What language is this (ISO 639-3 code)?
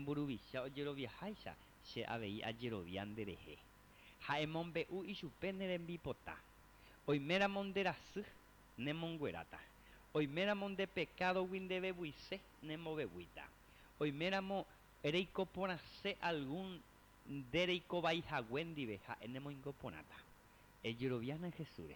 grn